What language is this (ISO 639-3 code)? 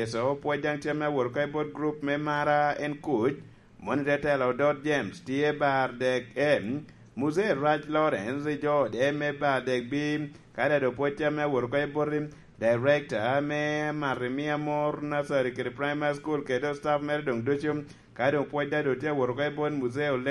laj